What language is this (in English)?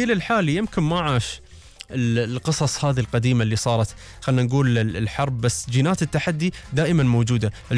Gulf Arabic